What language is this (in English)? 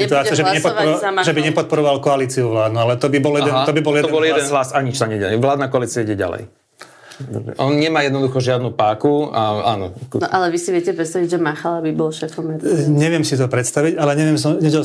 Slovak